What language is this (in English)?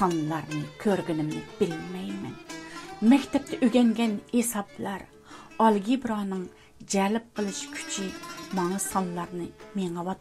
Uyghur